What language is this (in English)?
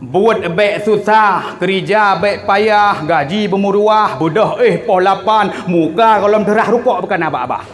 Achinese